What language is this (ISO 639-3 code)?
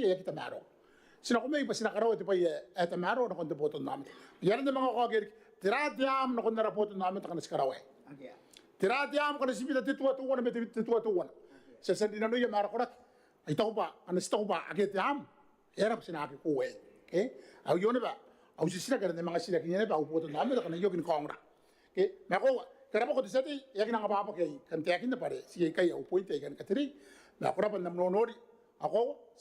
gil